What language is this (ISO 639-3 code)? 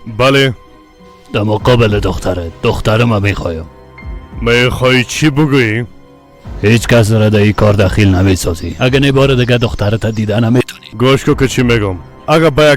fas